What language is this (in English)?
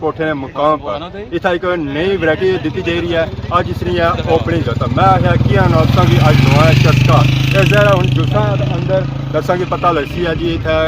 Pahari-Potwari